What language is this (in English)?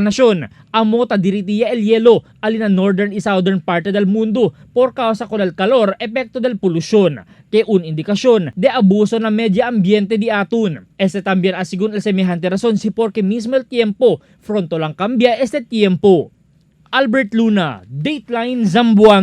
Chavacano